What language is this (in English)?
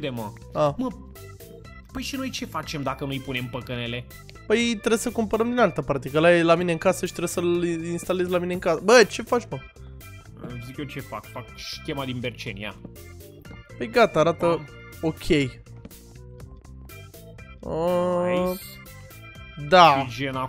Romanian